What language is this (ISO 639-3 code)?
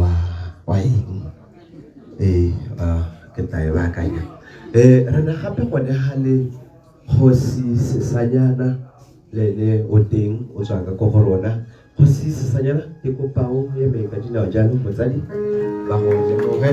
tsn